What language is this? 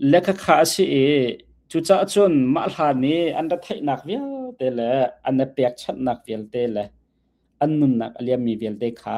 Hakha Chin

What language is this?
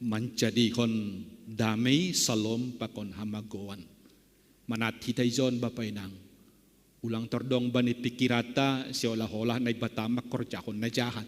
Batak Simalungun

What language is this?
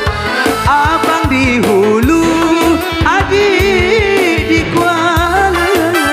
Malay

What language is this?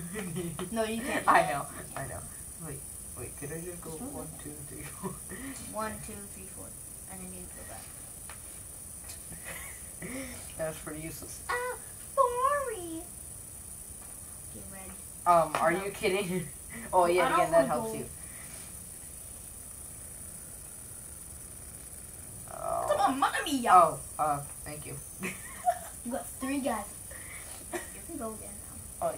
English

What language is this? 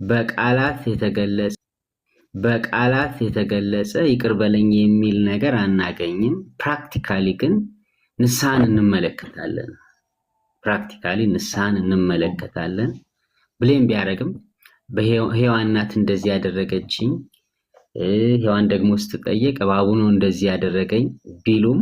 Amharic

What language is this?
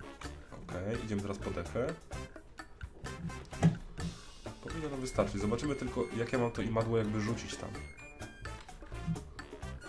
Polish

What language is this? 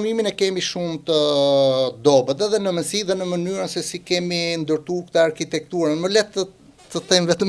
Albanian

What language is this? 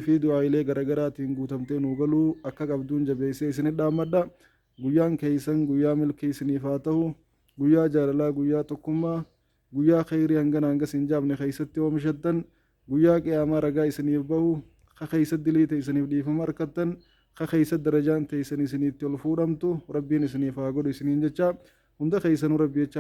Oromo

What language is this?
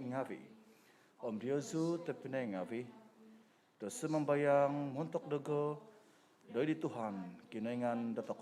Central Dusun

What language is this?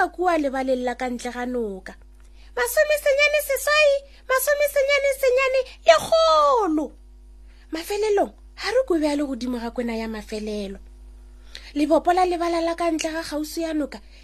Northern Sotho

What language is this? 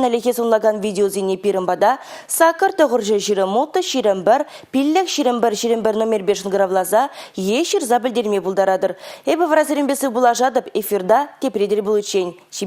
Chuvash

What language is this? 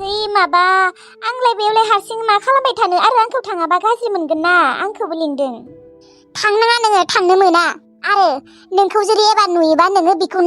Bodo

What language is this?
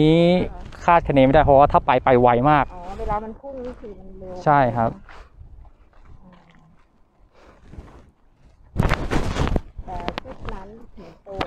Thai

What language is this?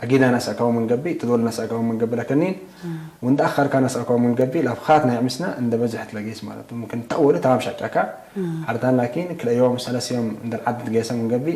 Tigre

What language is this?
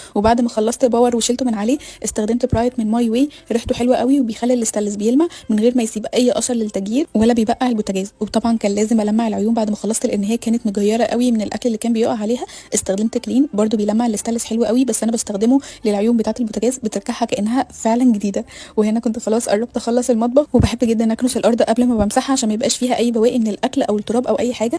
Egyptian Arabic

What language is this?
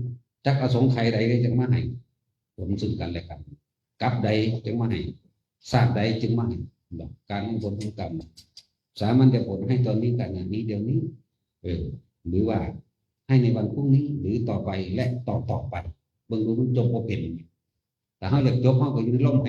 Northeastern Thai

